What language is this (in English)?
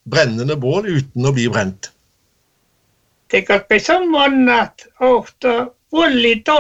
Norwegian